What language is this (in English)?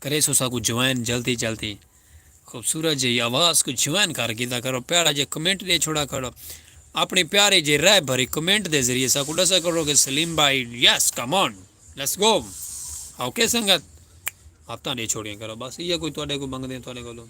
Saraiki